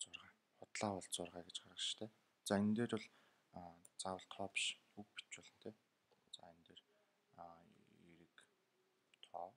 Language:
Mongolian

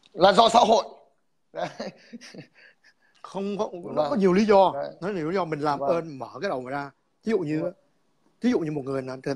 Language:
Vietnamese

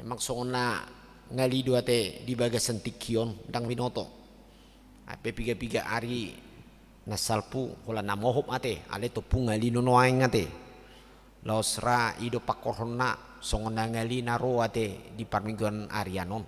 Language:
Batak Toba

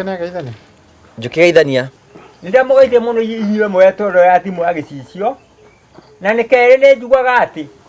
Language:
Kikuyu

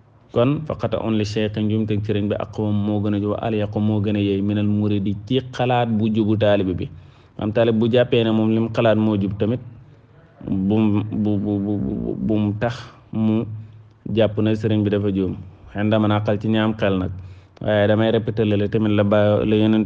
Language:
Wolof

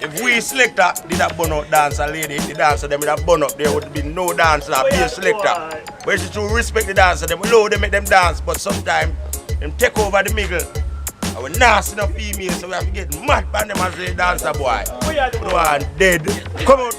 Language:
Jamaican Creole English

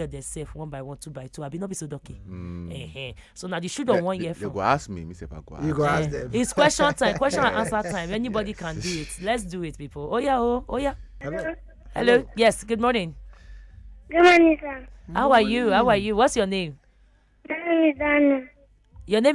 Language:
Nigerian Pidgin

